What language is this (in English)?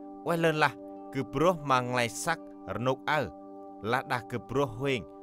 Central Mnong